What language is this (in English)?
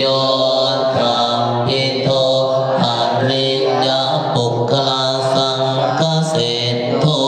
Pali